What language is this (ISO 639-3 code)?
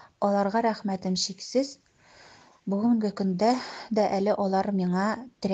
tat